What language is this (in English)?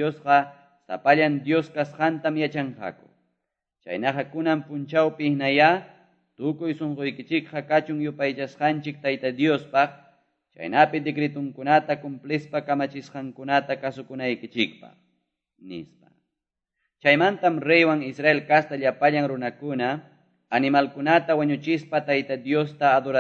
Quechua